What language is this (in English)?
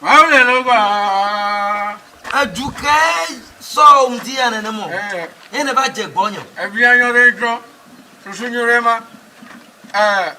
Ewe